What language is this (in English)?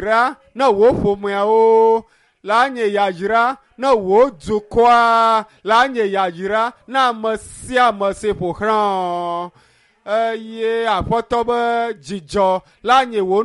Ewe